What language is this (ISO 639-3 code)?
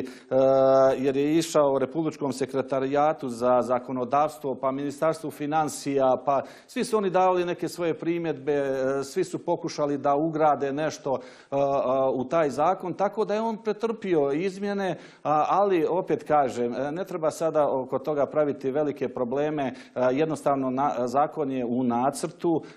srp